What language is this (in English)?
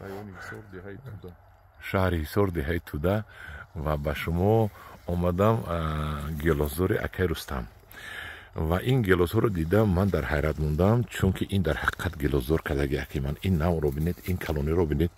Tajik